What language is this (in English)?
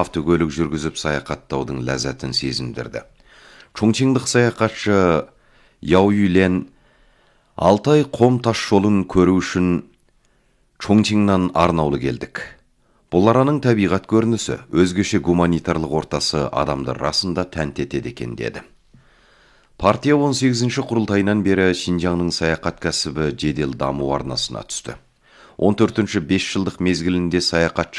Kazakh